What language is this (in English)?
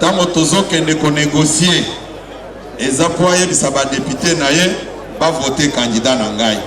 Lingala